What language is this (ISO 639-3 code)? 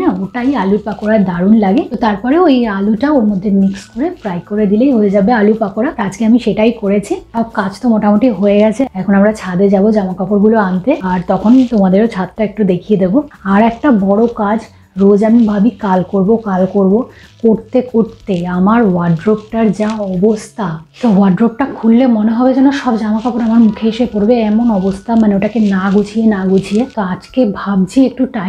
ben